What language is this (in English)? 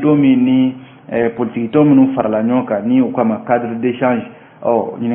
Bambara